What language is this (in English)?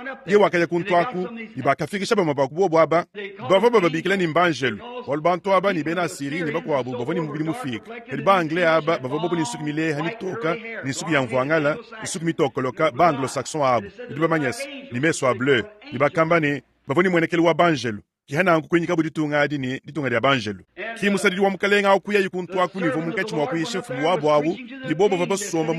Luba-Lulua